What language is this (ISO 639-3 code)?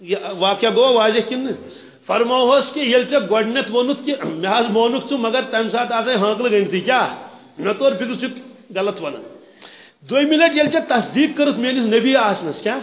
kas